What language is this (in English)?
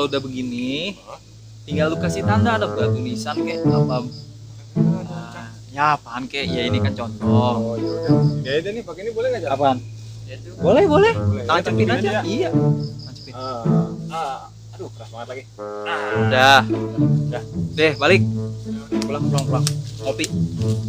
Betawi